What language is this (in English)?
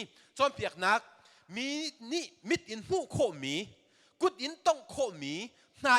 Hakha Chin